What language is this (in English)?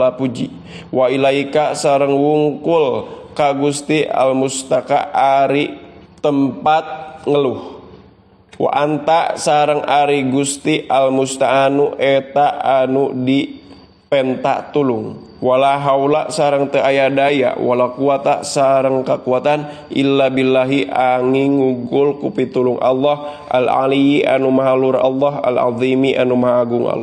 Sundanese